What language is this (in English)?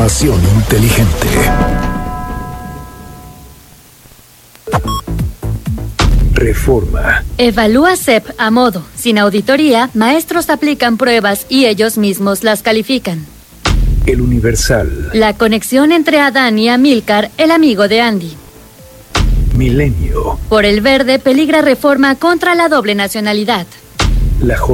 Spanish